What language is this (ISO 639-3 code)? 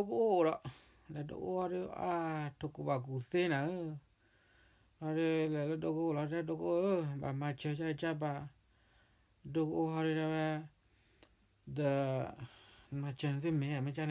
ksw